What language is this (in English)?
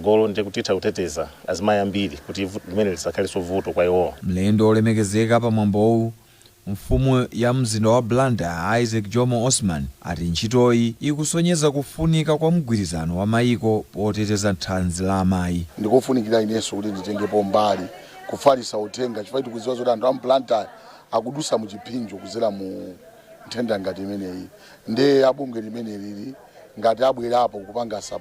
Nyanja